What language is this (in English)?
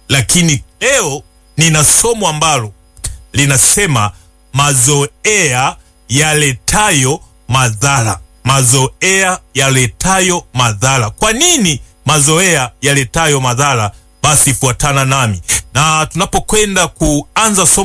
Swahili